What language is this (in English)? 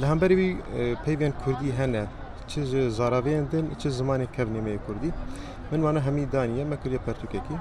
Kurdish